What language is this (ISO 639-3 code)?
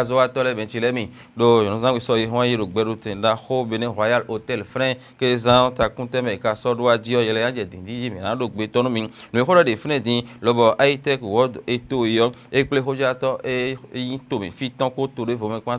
fon